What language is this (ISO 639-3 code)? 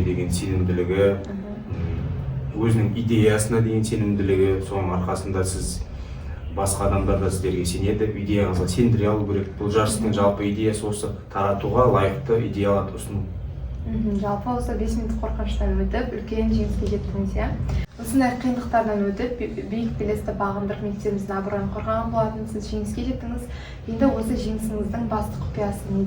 kaz